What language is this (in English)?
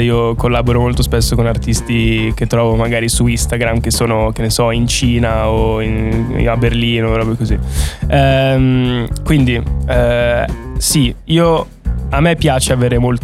Italian